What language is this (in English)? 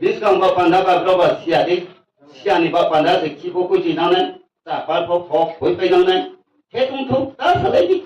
Riang (India)